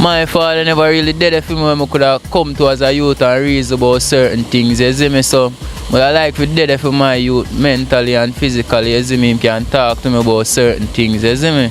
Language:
Jamaican Creole English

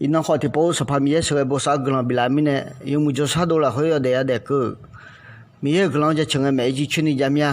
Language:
Akha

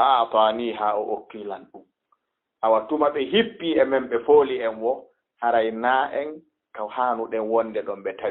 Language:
Fula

